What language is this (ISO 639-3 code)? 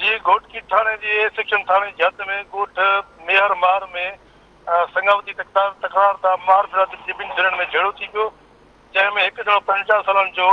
snd